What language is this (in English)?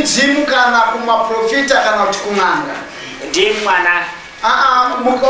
Shona